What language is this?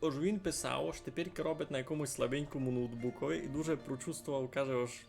Rusyn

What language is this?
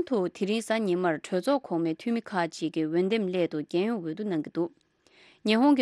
Tibetan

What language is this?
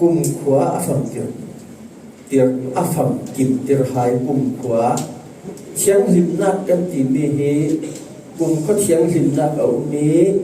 Falam Chin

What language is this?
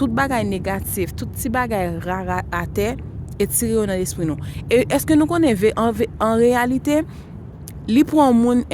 Haitian Creole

